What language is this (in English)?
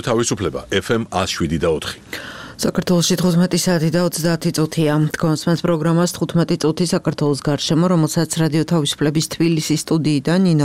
Georgian